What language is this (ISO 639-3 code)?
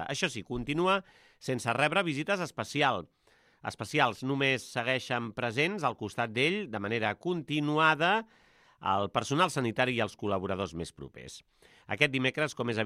cat